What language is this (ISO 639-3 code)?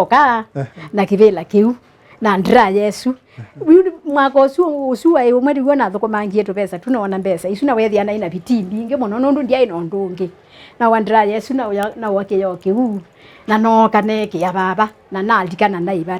kam